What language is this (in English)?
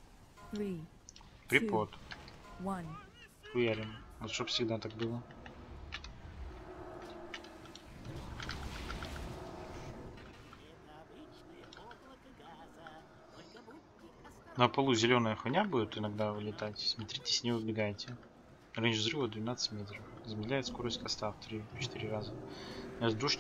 Russian